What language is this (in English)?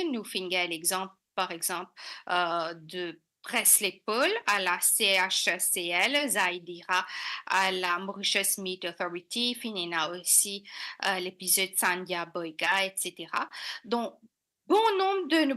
Morisyen